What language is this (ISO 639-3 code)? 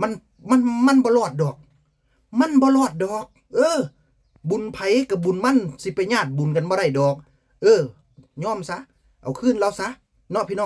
tts